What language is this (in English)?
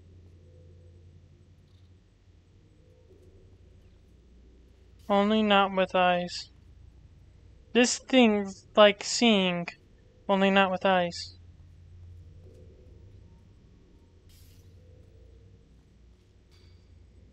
English